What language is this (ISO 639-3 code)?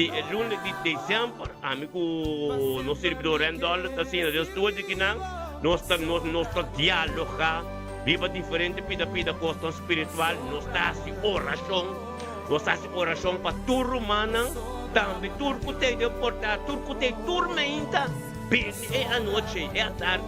pap